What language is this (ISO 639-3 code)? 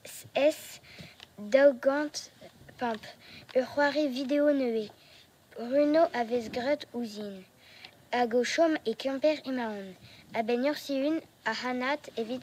bre